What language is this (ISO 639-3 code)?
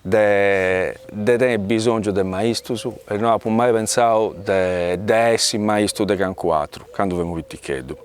srd